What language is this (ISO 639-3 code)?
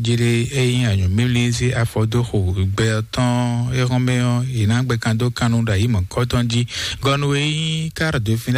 fon